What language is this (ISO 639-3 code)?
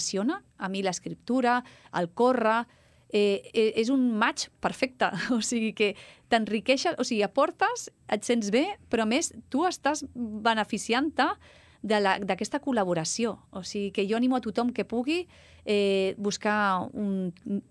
cat